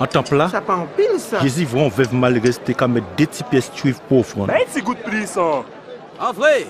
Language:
Guadeloupean Creole French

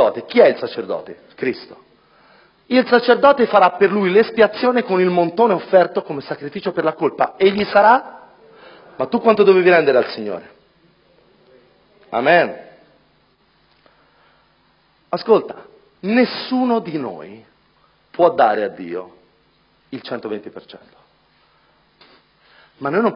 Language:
Italian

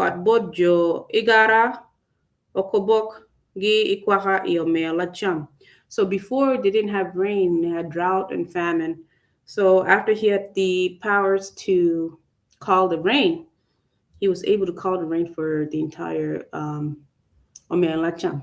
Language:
Acoli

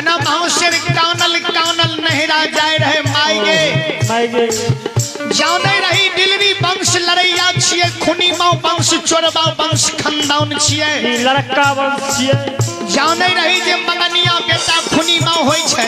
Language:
Maithili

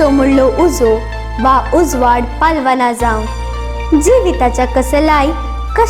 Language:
Konkani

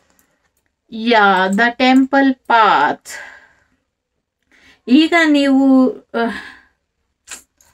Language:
Kannada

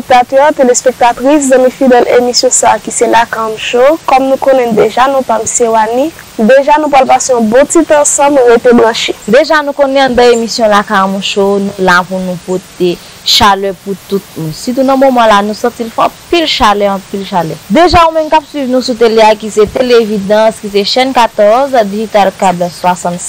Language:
Haitian Creole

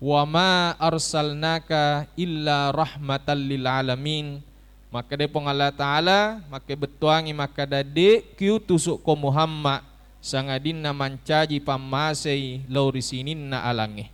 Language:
Buginese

